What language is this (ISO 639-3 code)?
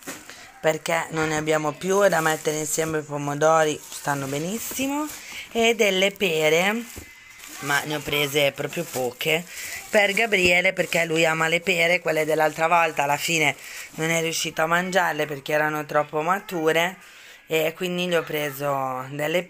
ita